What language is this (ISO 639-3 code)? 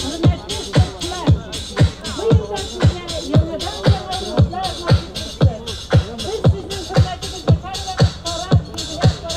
tat